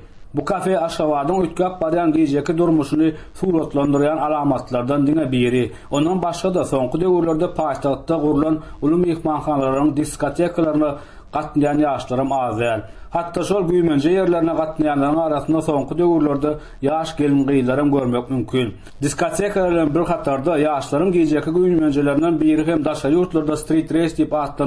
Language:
Turkmen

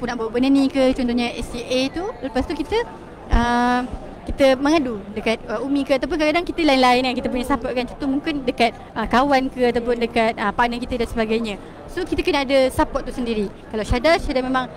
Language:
Malay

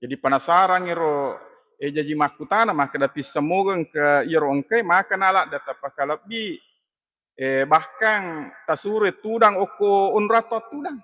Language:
Buginese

